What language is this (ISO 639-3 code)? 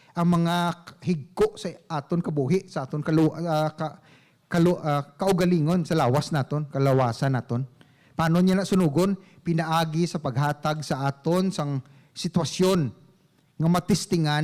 hil